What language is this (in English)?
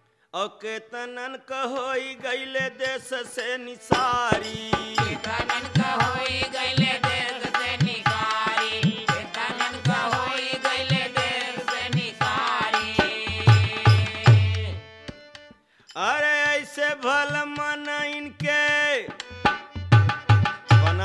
Bhojpuri